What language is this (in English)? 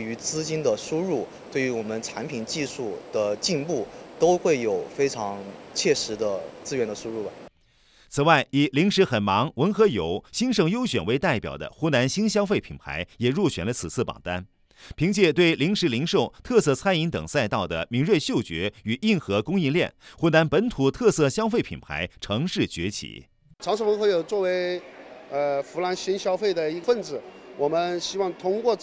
Chinese